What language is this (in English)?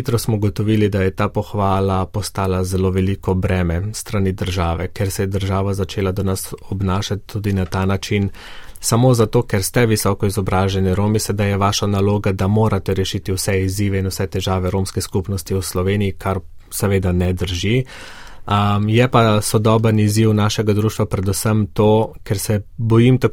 Slovenian